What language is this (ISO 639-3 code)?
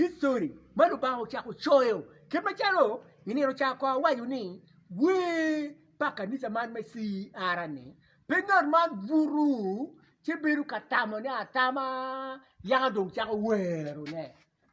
ach